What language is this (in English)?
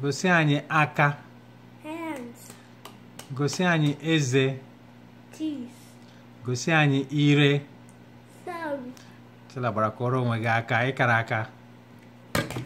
Igbo